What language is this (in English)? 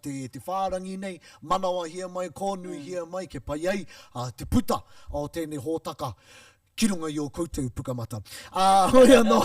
Māori